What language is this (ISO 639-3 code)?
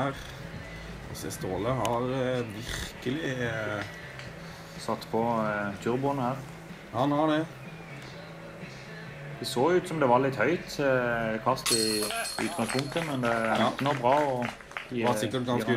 nor